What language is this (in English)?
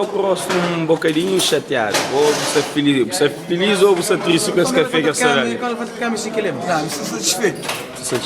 Kabuverdianu